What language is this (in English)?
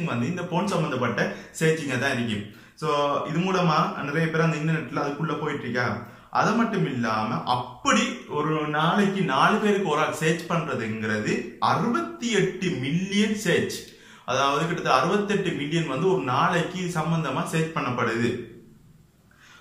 Tamil